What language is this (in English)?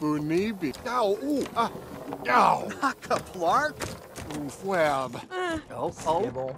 Bavarian